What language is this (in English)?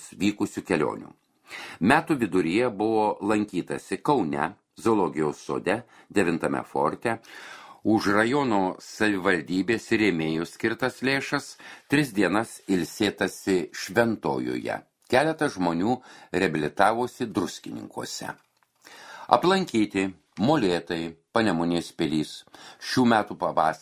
Lithuanian